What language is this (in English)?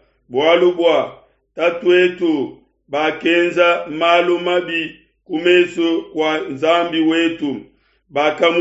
Luba-Lulua